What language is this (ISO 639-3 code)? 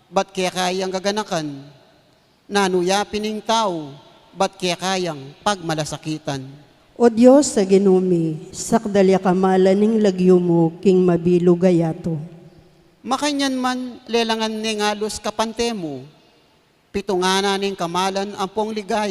pam